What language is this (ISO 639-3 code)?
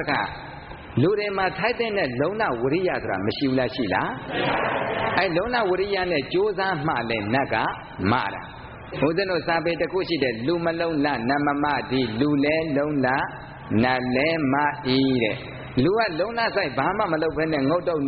mya